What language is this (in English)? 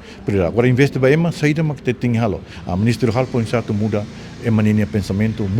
Tetum